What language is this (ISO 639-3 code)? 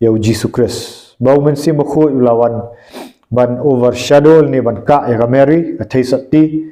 kha